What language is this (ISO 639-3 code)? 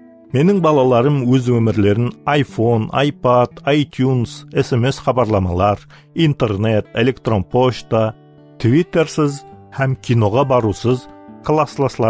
kaa